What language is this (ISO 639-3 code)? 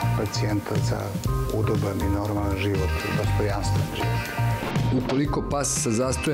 srp